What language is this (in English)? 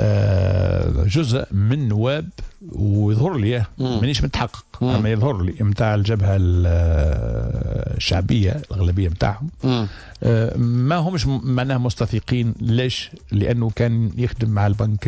Tunisian Arabic